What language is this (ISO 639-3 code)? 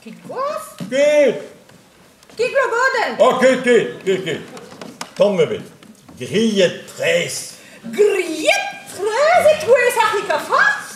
bre